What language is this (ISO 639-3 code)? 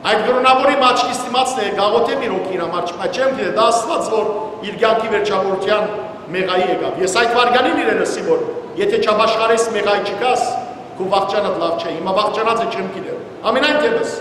hyw